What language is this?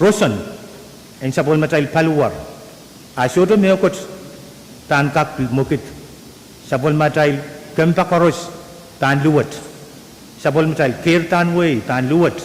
Pohnpeian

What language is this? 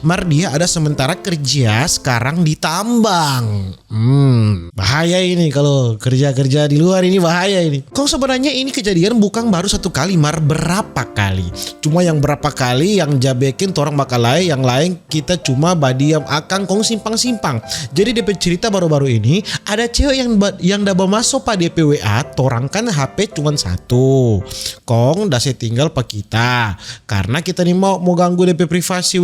Manado Malay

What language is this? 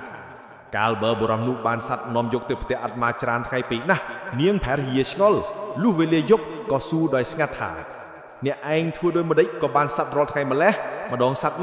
Khmer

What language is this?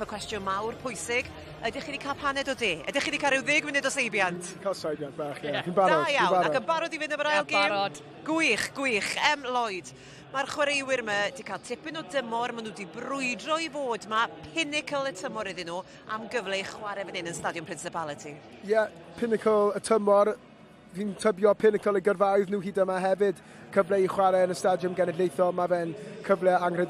Welsh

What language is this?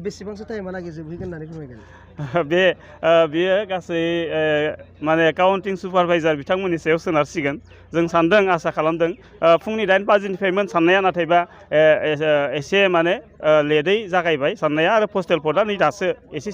Bodo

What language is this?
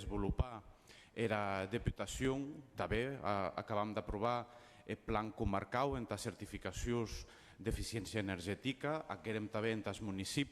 Occitan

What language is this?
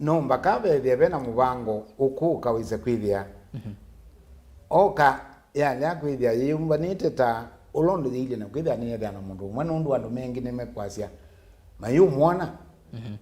Kamba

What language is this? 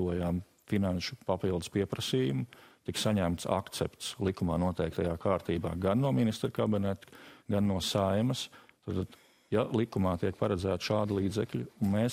Latvian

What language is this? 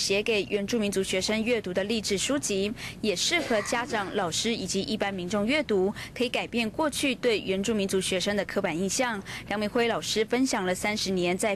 Chinese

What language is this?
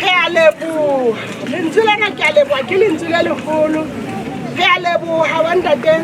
Southern Sotho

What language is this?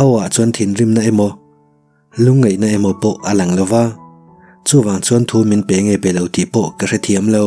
Mizo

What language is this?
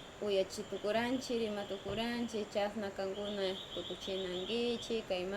Northern Pastaza Quichua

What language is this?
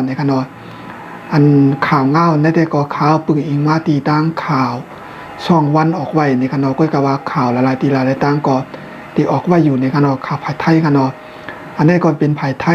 Shan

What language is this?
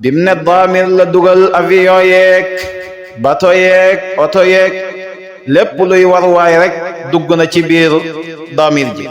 Wolof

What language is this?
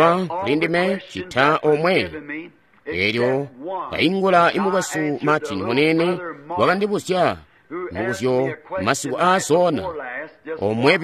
Tonga (Zambia)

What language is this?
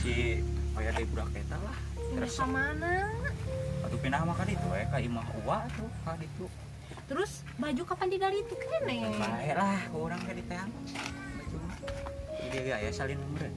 Sundanese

